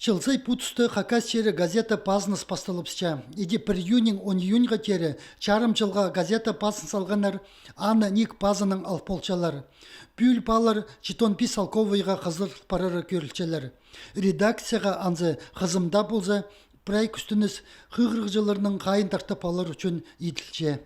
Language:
Khakas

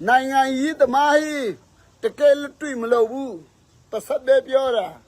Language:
Falam Chin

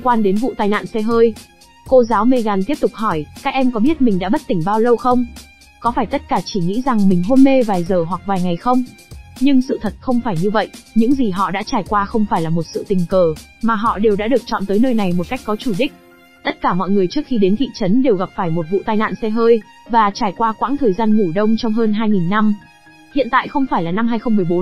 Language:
Vietnamese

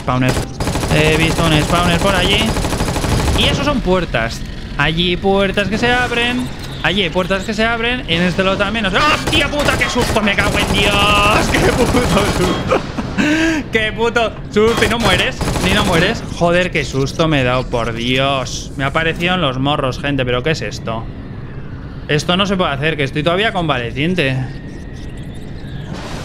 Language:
Spanish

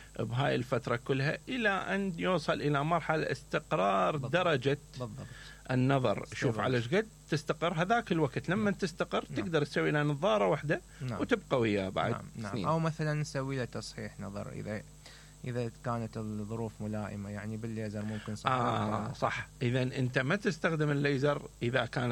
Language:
Mesopotamian Arabic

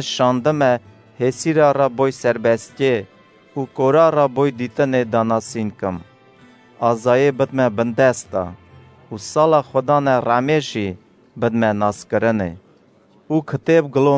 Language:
Kurdish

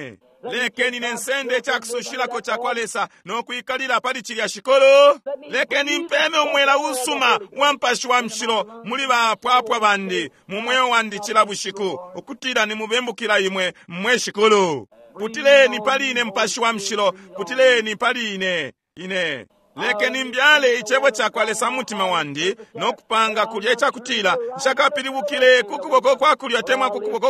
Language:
Bemba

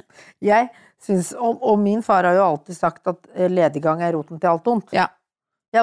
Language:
Norwegian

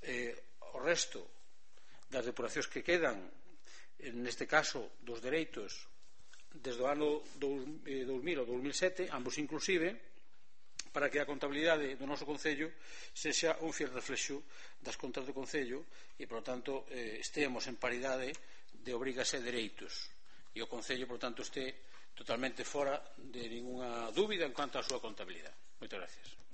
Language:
Galician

